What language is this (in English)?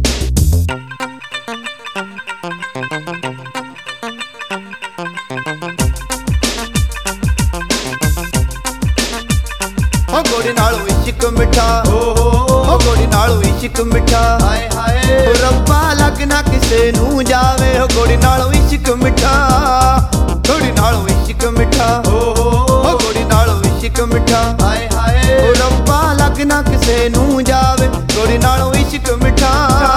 Punjabi